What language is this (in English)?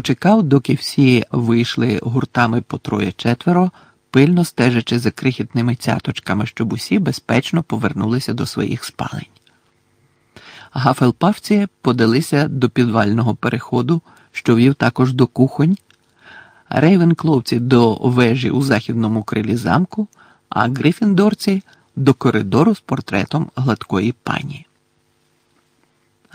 Ukrainian